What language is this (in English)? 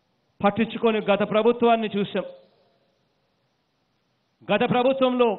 Telugu